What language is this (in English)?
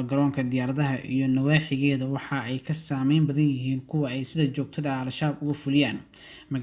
Somali